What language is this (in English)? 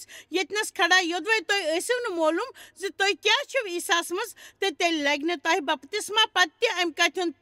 Kashmiri